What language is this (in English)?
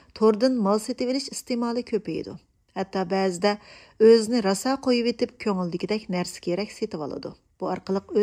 Uyghur